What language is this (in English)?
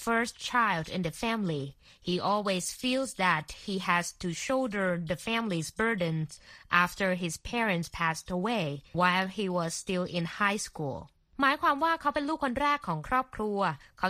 Thai